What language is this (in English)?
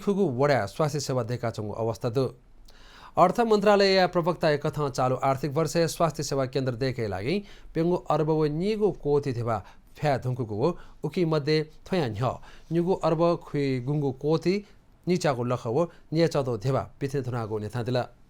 Newari